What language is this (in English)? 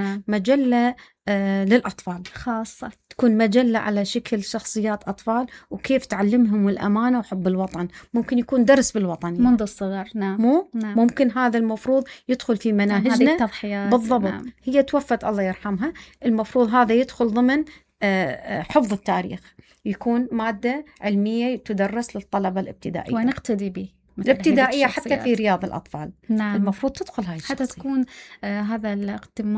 Mesopotamian Arabic